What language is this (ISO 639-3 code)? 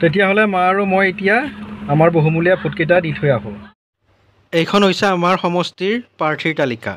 asm